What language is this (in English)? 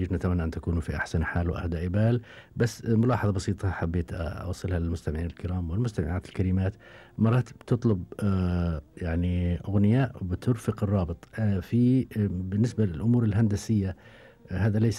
Gulf Arabic